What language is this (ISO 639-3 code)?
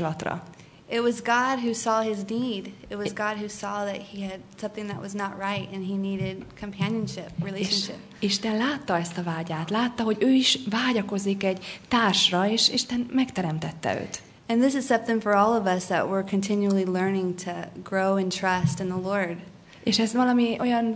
hun